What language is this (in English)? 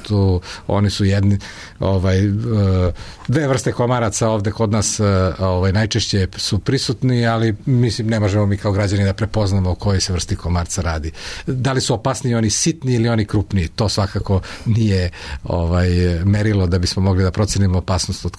Serbian